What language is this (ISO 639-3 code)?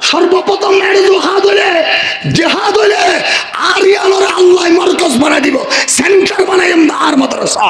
rhg